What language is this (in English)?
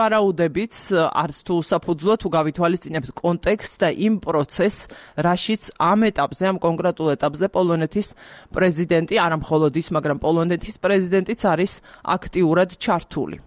Georgian